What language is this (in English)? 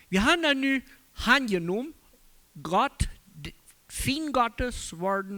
Plautdietsch